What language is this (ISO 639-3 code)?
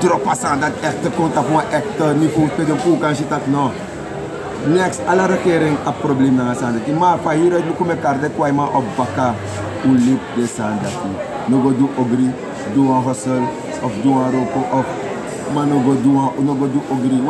srn